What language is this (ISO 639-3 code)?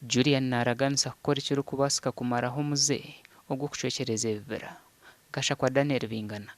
nyn